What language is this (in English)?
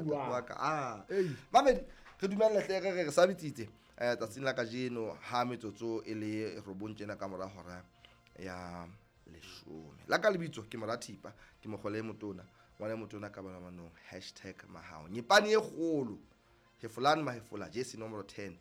Southern Sotho